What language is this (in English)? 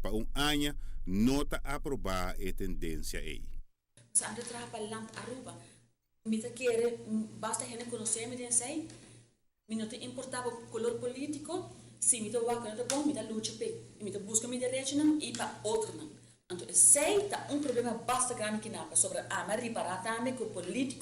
Papiamento